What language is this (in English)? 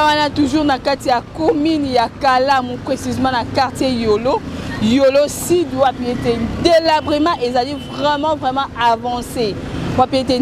Lingala